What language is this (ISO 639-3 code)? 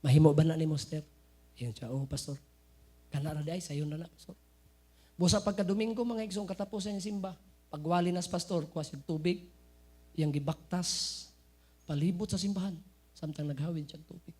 ceb